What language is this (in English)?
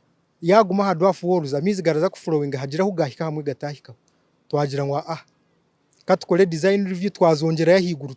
Nyankole